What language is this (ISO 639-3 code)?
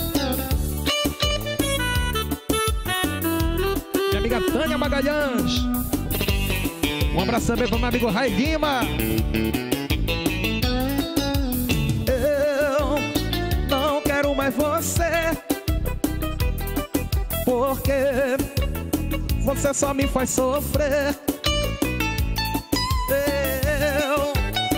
por